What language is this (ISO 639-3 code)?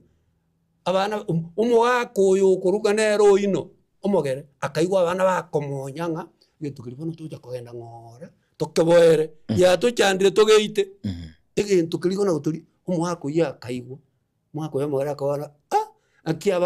guz